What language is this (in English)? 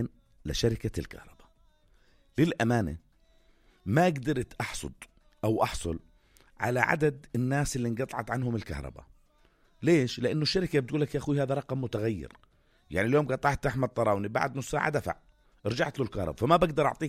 North Levantine Arabic